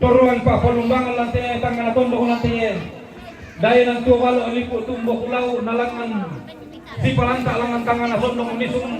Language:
Toraja-Sa'dan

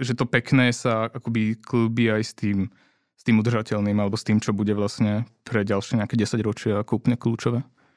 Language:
Slovak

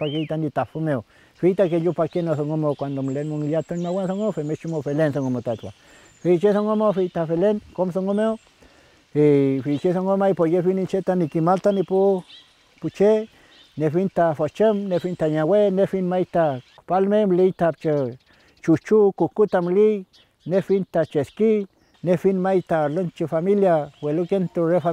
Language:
Mapuche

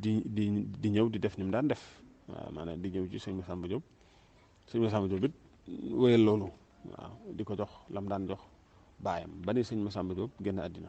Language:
Wolof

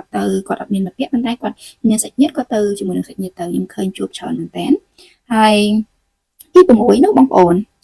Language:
Khmer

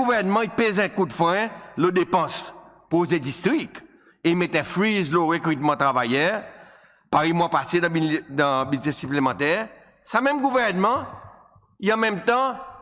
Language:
Seselwa Creole French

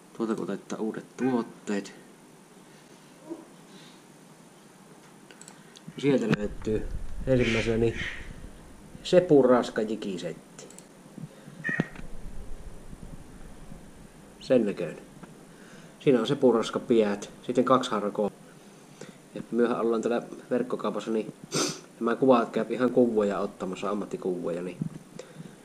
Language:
Finnish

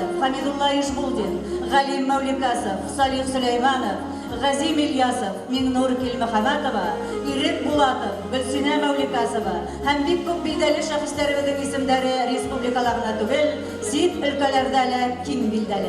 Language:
Bashkir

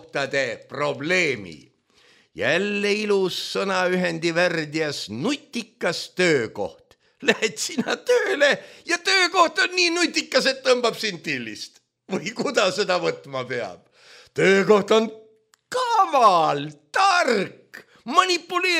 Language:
Estonian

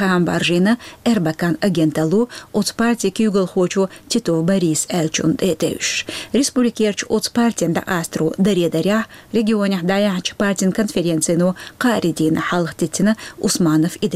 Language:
Chechen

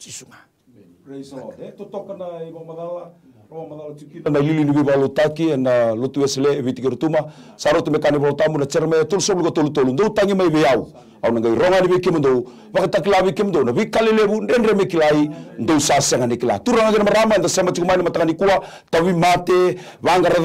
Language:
Fijian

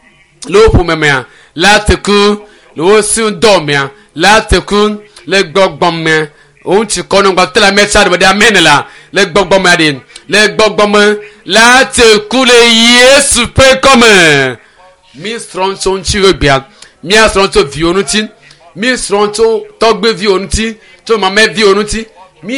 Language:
Ewe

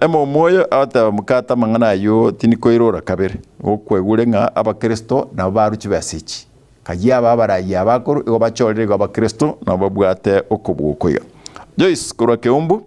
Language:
Gusii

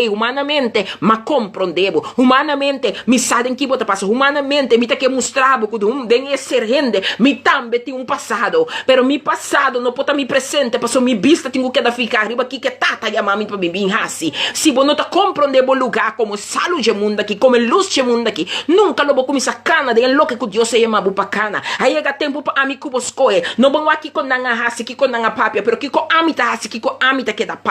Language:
Papiamento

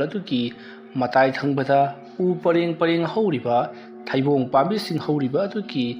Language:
Manipuri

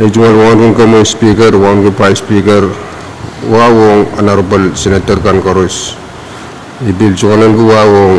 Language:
Pohnpeian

